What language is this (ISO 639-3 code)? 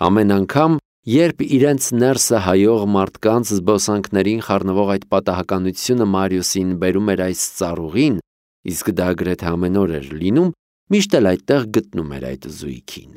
hye